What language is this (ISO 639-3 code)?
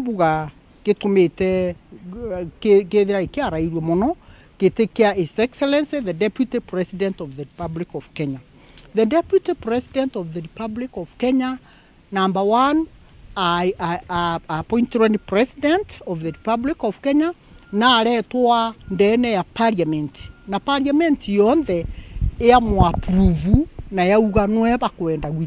mer